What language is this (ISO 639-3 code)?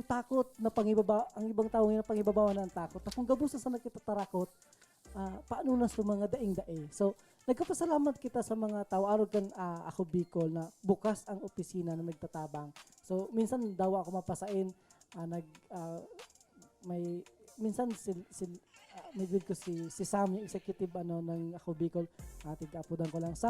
bik